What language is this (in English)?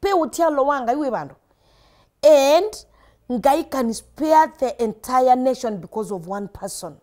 Kamba